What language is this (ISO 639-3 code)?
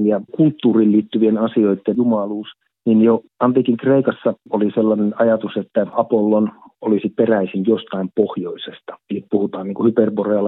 fin